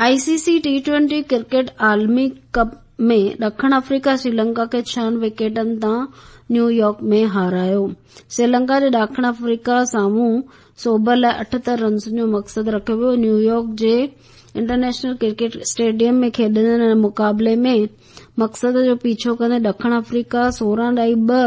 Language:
Sindhi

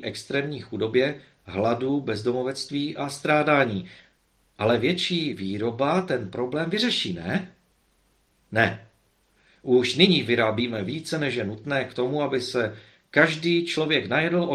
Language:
Czech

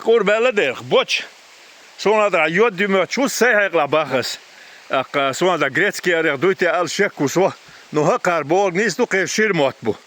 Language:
Chechen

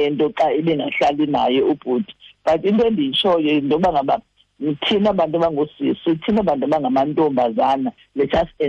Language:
Xhosa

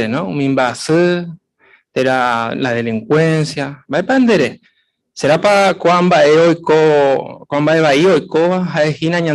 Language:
Guarani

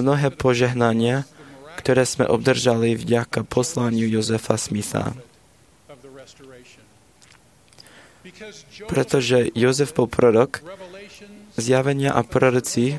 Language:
Slovak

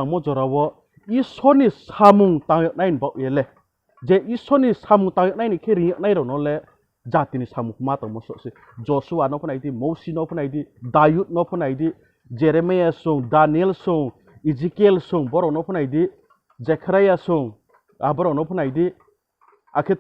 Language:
Riang (India)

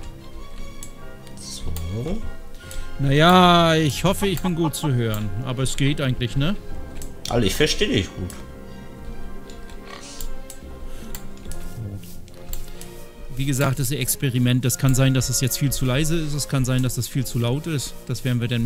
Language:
German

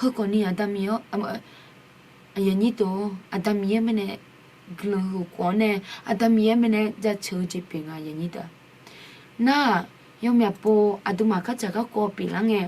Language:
Akha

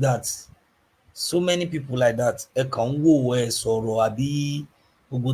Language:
Yoruba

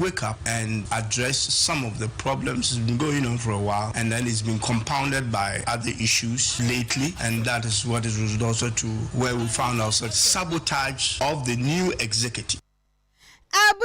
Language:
Akan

